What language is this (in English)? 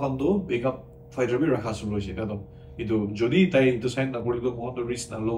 Naga Pidgin